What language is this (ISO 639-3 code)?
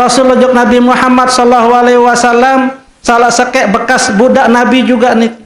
sas